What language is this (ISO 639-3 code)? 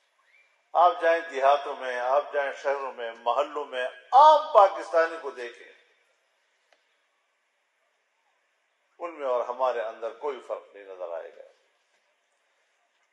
urd